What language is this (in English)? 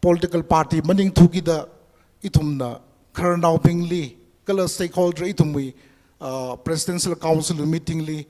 Tangkhul Naga (India)